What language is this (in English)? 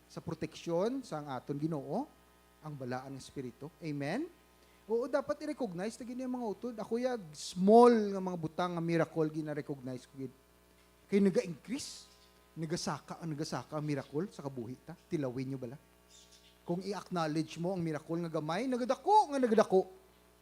Hiligaynon